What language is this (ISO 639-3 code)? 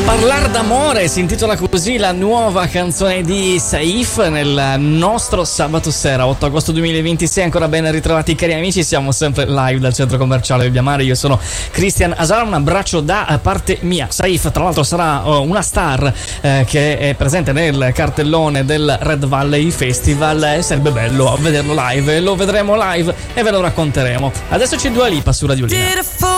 ita